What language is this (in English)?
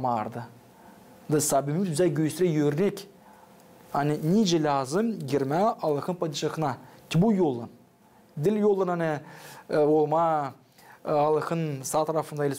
Gagauz